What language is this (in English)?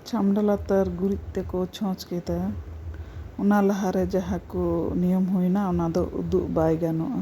Santali